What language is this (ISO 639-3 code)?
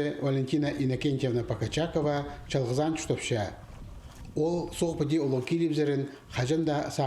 kjh